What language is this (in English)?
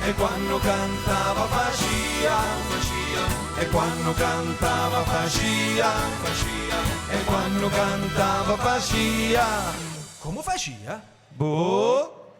Sicilian